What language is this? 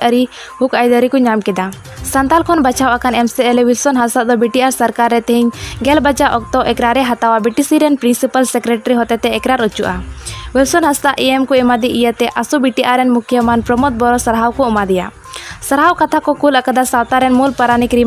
Santali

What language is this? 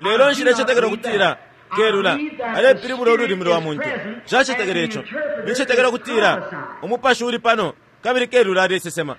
Bemba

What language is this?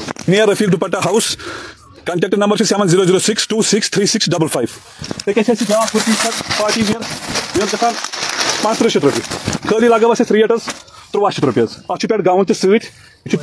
Kashmiri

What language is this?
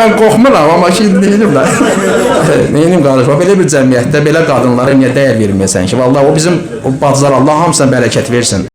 Azerbaijani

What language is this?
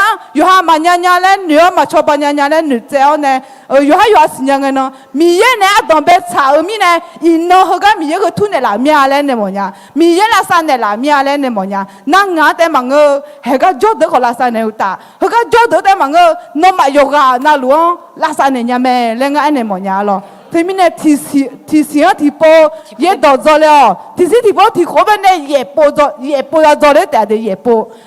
Akha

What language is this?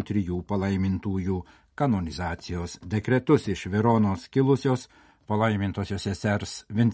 Lithuanian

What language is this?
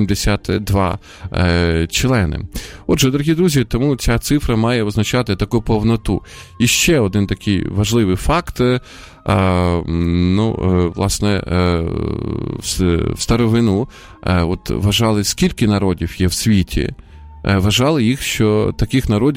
Ukrainian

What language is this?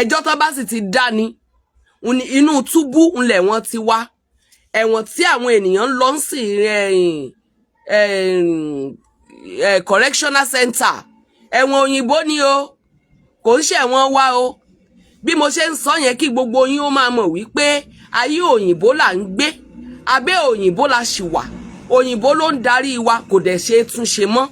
Yoruba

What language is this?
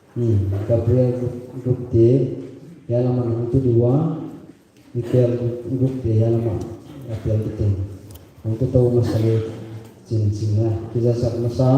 Paite Chin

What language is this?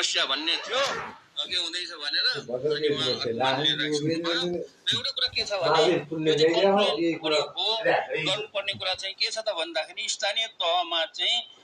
Nepali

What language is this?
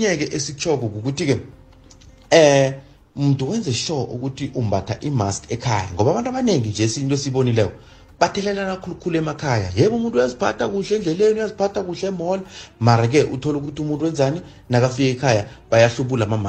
South Ndebele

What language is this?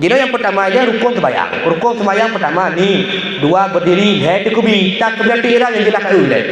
Achinese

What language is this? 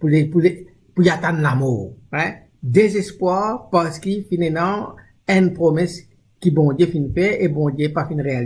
Morisyen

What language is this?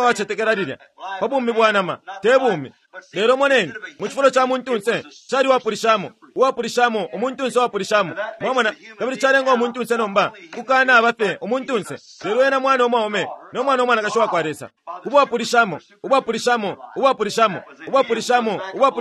Bemba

